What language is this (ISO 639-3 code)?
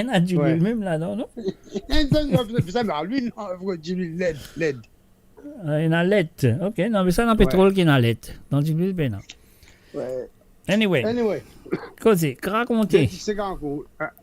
mfe